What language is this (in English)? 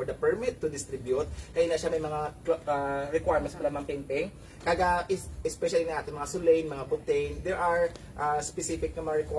Hiligaynon